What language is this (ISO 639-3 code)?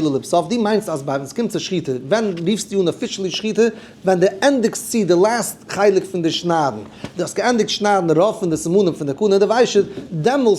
yid